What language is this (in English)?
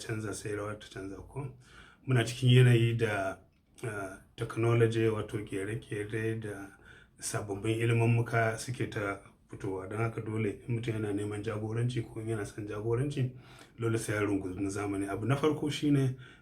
Hausa